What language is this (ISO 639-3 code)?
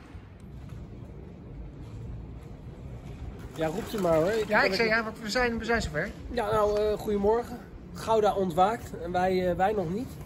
nld